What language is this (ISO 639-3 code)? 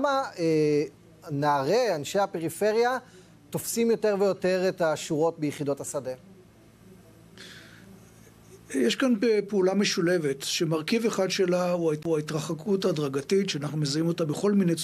heb